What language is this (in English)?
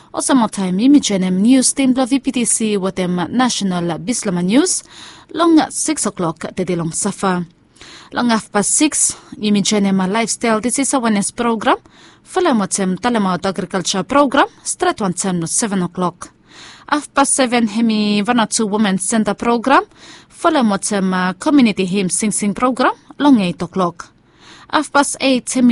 Bislama